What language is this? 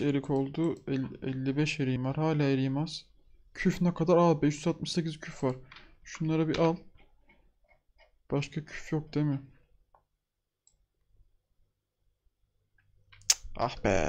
Turkish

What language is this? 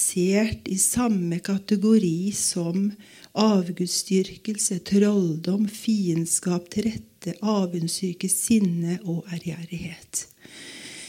Norwegian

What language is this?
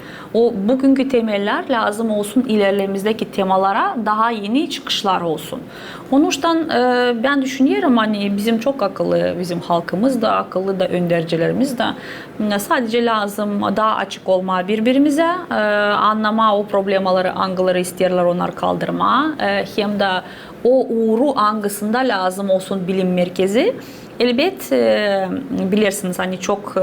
Gagauz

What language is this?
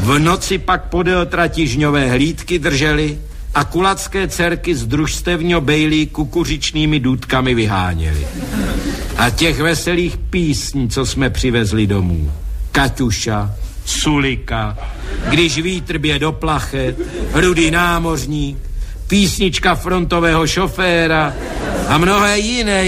Czech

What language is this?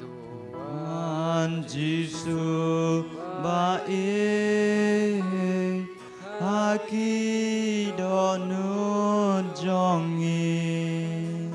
Khasi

